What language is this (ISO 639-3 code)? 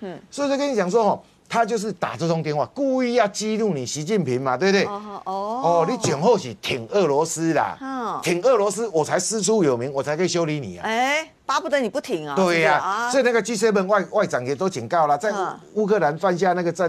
zho